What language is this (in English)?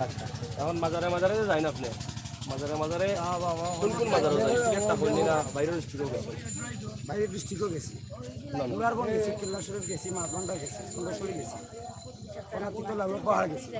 Sylheti